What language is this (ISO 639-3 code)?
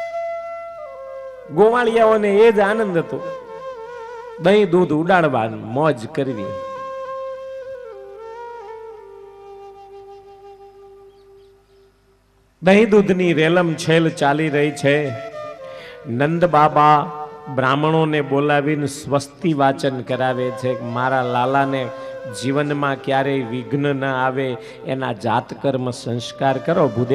guj